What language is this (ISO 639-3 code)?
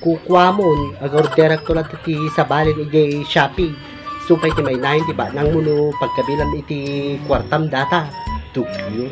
ilo